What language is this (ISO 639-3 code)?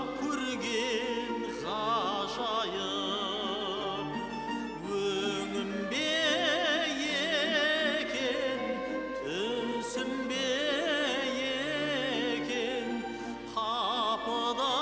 kaz